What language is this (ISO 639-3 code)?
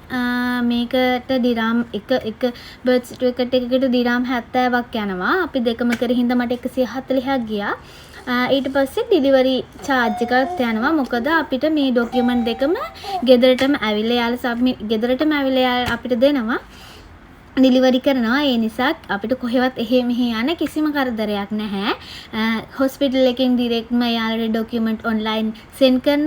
sin